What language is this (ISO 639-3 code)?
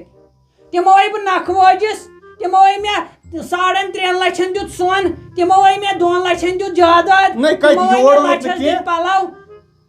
kas